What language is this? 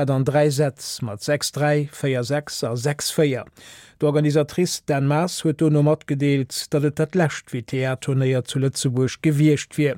Luxembourgish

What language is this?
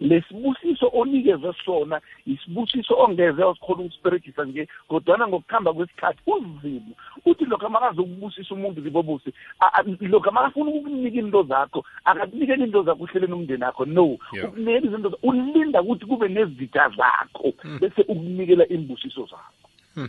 South Ndebele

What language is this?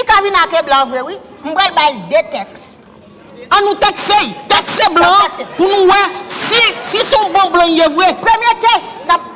Haitian Creole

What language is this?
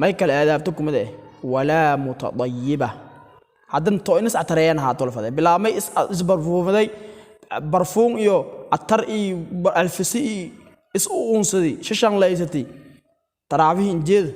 Somali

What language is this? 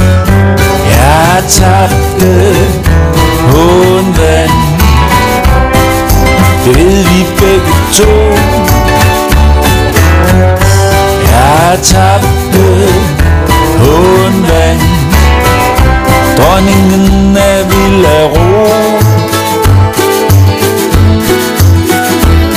Danish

